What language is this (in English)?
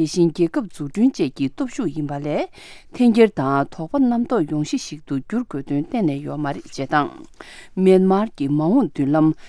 Tibetan